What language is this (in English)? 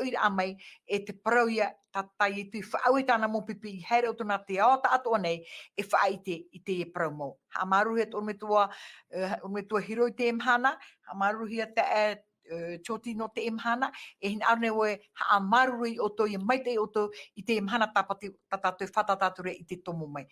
Tahitian